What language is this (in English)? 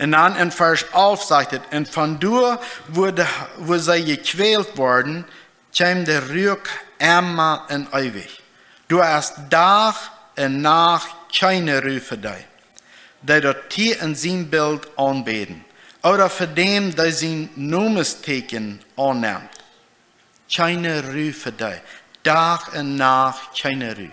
Plautdietsch